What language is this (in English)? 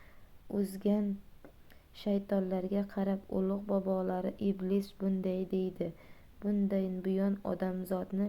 Uzbek